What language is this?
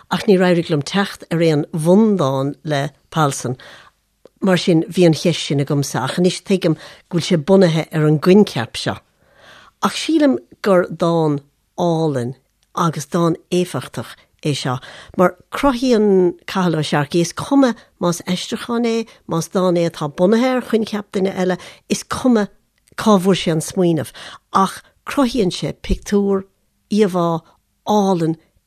Irish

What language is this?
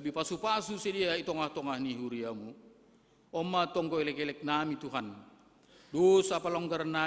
Batak Simalungun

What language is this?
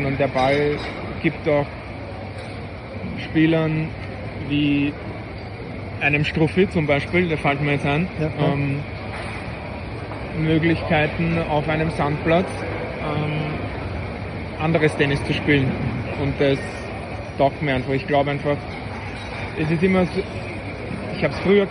German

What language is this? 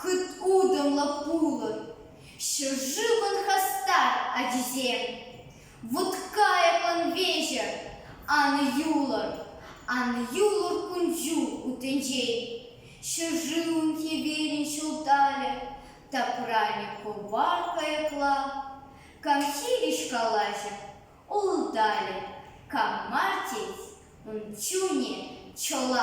Chuvash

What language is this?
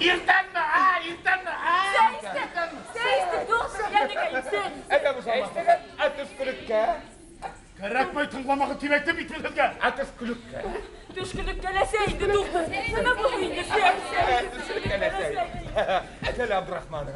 Bashkir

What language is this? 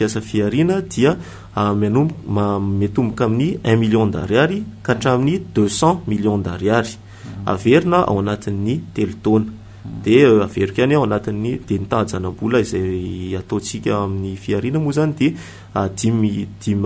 Malagasy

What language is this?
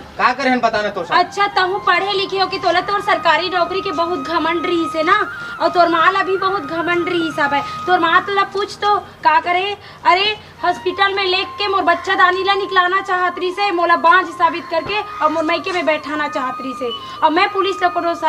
Chhattisgarhi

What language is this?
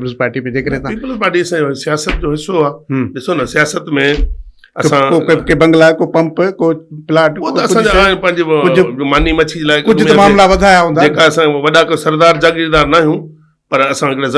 Sindhi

